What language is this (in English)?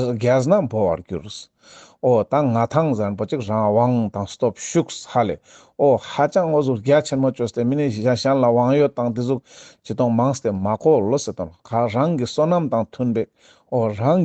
Ladakhi